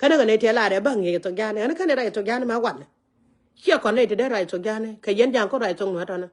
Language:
Nuer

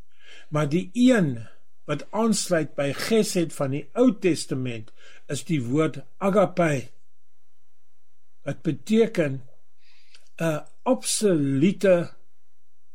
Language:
Afrikaans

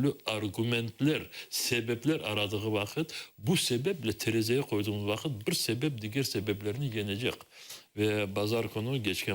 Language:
Crimean Tatar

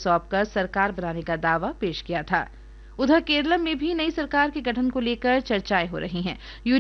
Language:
Hindi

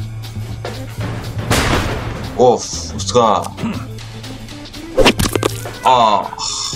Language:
Turkish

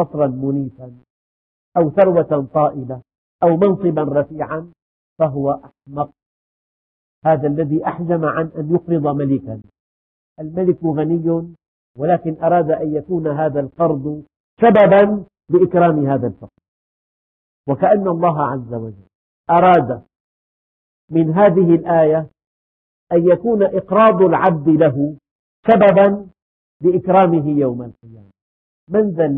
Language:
Arabic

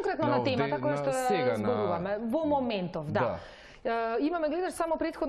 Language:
Macedonian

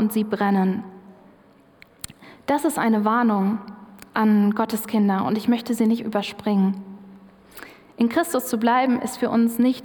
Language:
German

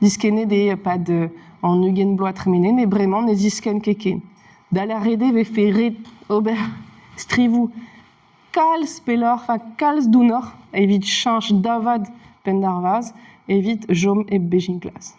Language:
Breton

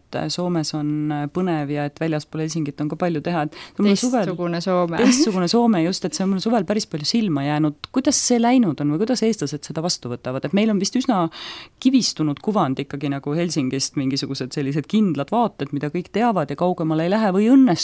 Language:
Estonian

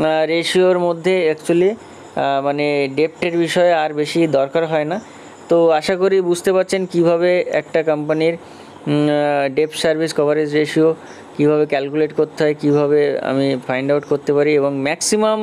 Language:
Bangla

